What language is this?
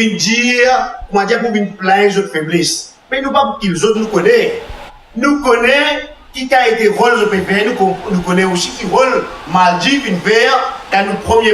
Morisyen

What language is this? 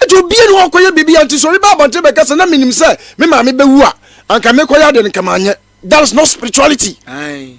Akan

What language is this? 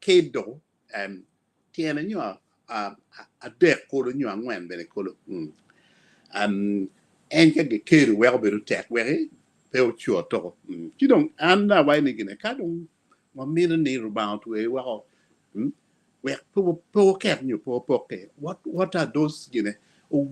Acoli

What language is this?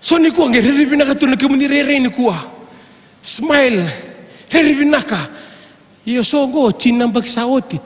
Fijian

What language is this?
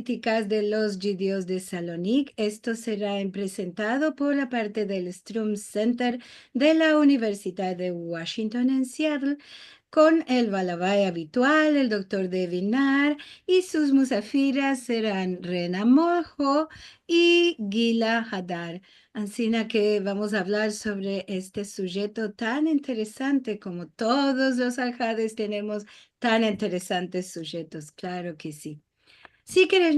Ladino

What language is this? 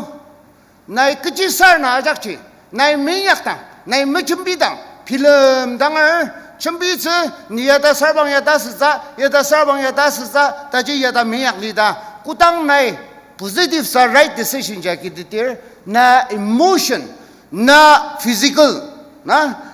Ao Naga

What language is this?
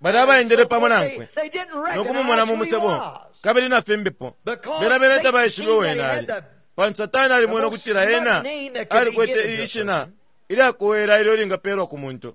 Bemba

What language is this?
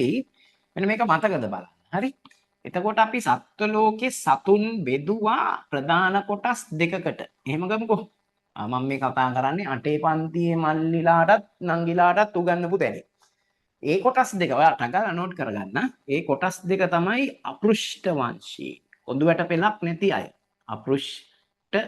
Sinhala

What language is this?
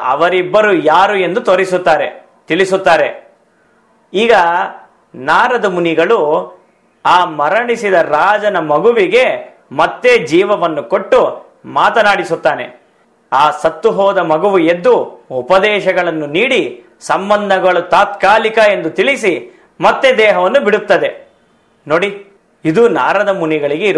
Kannada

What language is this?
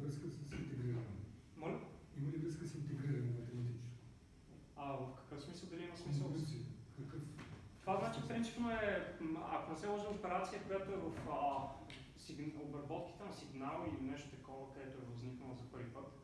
Bulgarian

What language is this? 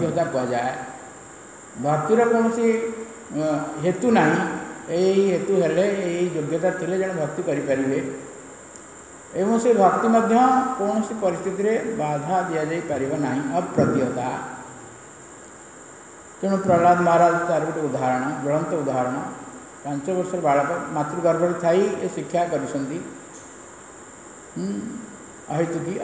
Odia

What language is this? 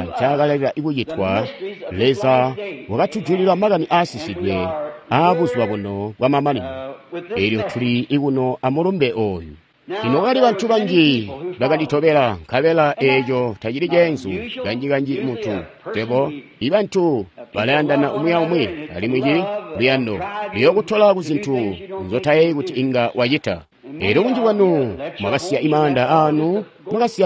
Tonga (Zambia)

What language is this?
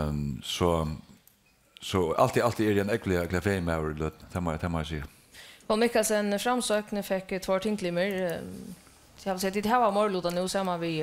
Faroese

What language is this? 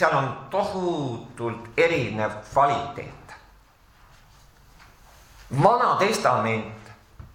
Estonian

